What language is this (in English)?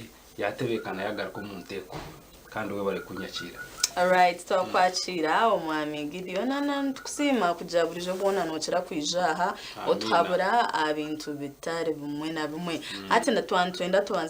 Nyankole